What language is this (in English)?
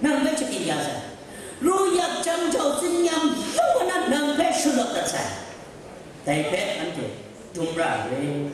Kachin